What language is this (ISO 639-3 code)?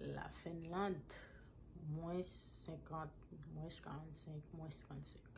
hat